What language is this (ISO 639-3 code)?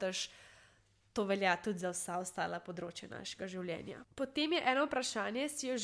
slv